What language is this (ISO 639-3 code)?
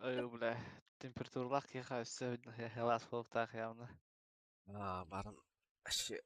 sah